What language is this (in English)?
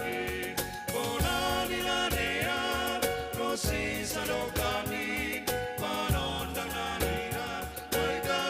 Batak Simalungun